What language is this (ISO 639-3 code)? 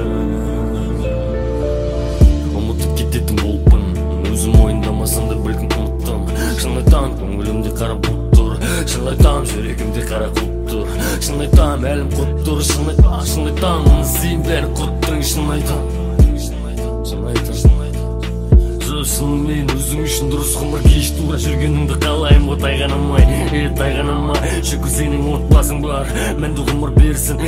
kaz